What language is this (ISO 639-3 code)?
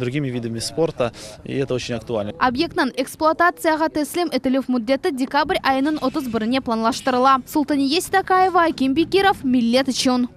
crh